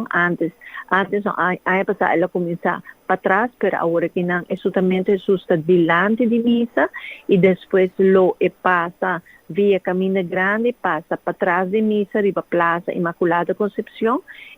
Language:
Papiamento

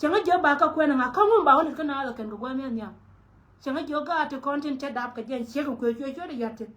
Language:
Nuer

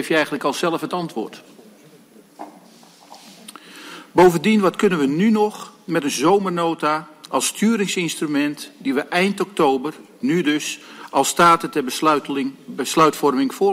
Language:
Dutch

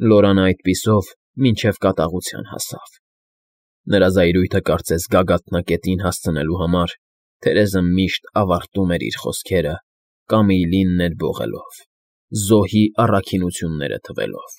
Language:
Armenian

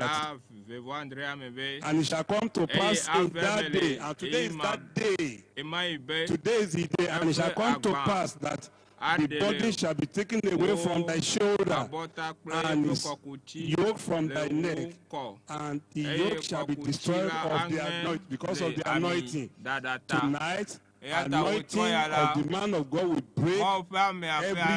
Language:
Ewe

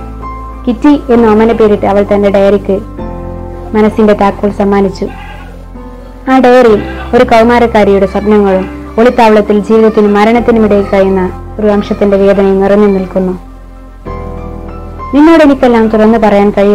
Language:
Malayalam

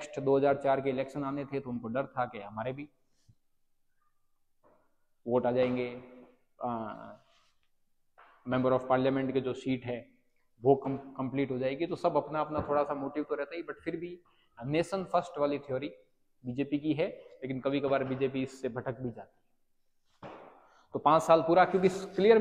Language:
Hindi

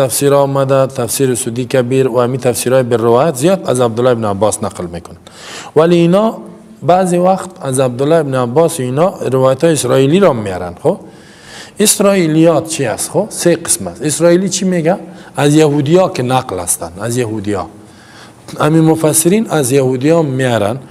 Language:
Persian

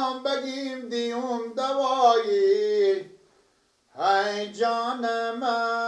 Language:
Persian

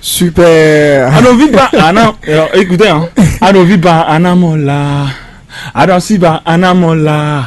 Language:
Fon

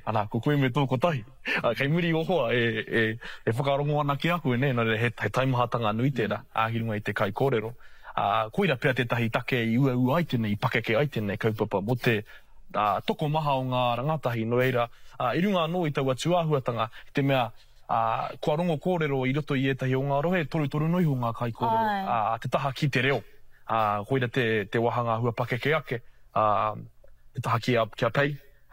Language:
Māori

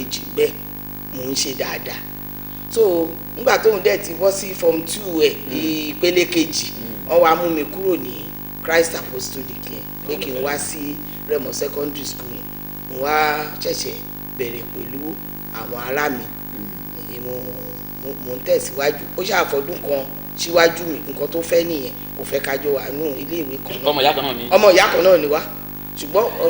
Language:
Yoruba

